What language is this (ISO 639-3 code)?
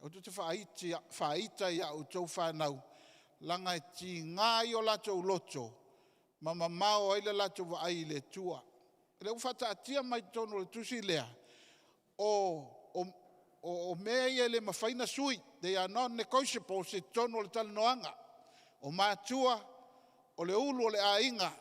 smo